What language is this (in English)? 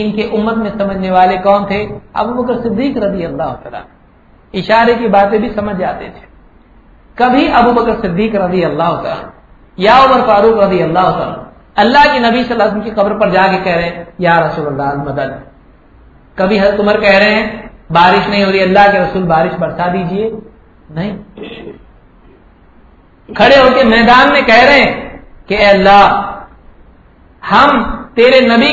Urdu